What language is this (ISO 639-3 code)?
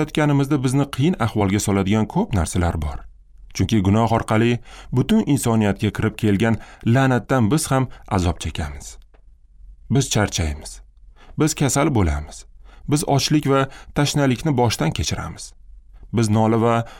uzb